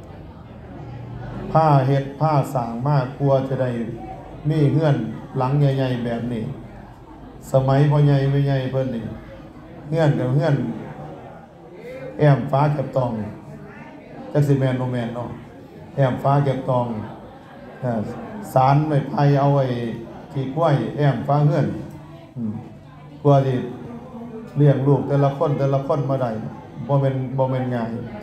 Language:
Northeastern Thai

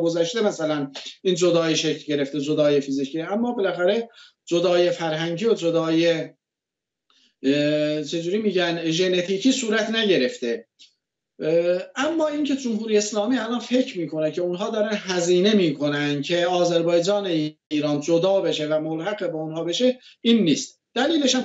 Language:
Persian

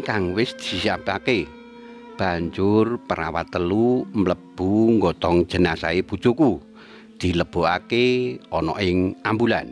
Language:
Javanese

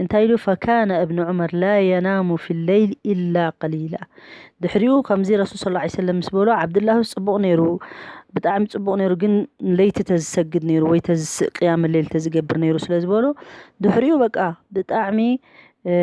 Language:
Tigrinya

